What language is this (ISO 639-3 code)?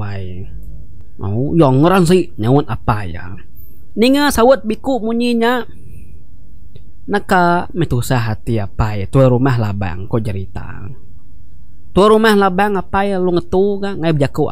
iba